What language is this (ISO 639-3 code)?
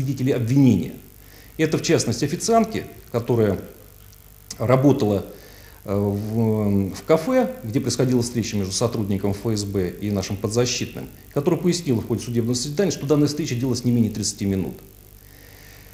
rus